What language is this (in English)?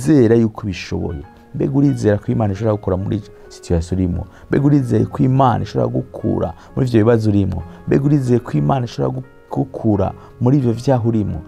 Rundi